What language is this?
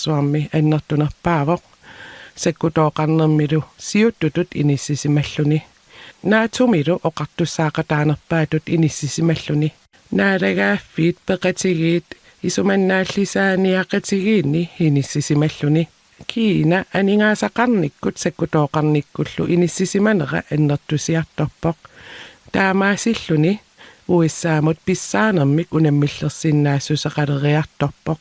Kalaallisut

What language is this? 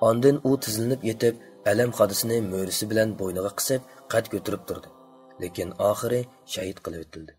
Uyghur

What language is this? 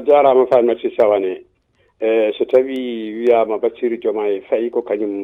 Fula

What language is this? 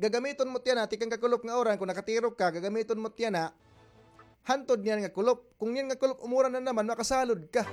Waray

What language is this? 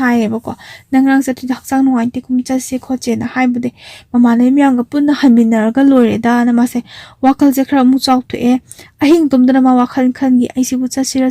Manipuri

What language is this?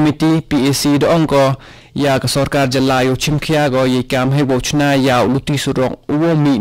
Khasi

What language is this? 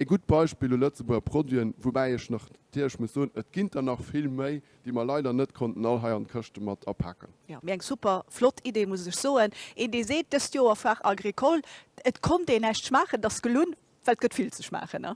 Luxembourgish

